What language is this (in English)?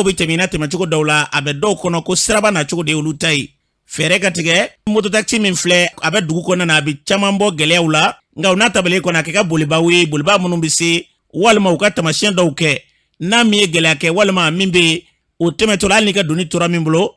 Bambara